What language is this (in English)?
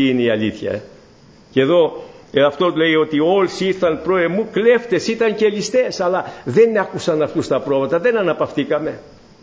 Greek